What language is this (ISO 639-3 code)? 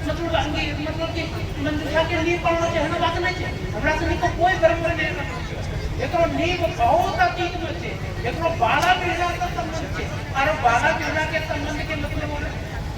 anp